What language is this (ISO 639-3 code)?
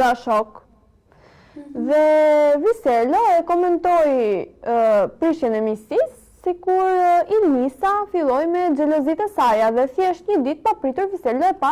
sqi